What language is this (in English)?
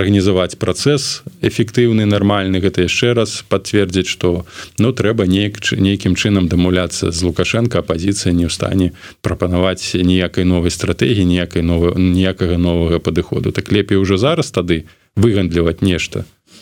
Belarusian